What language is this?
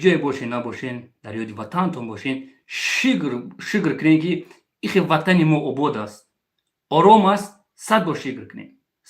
Tajik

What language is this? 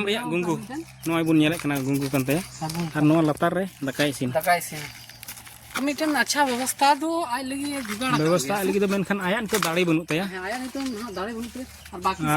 Santali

